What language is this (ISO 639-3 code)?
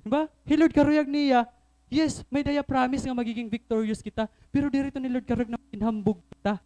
war